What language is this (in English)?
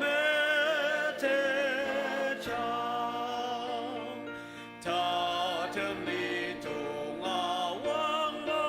Ao Naga